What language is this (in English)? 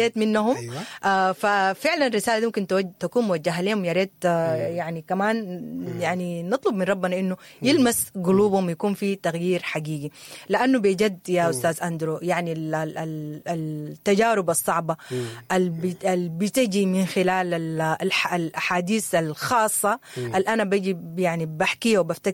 Sudanese Arabic